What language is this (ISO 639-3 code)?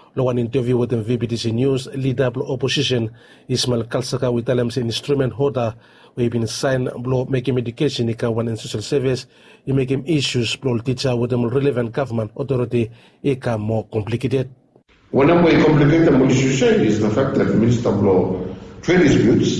bis